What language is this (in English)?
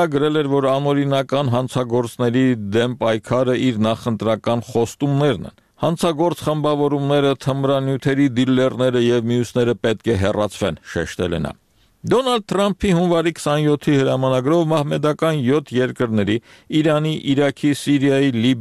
Armenian